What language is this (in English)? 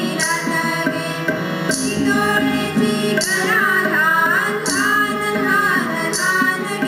Konkani